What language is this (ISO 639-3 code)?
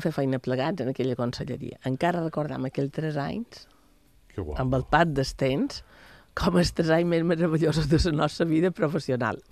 cat